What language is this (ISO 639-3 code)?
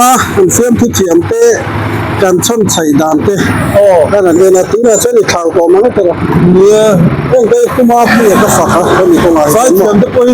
lus